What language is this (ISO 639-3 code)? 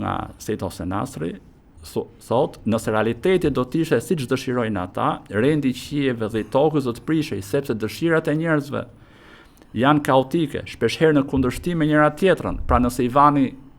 sqi